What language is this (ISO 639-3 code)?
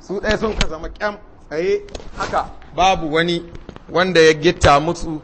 hau